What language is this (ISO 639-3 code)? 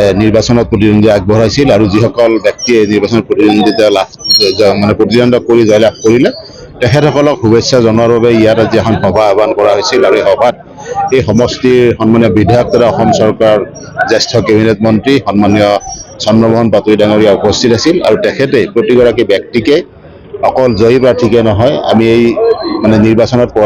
asm